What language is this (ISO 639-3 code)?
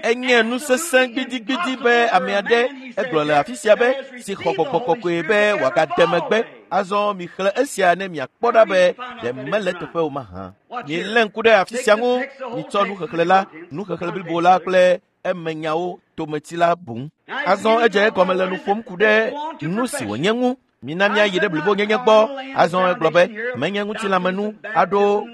ewe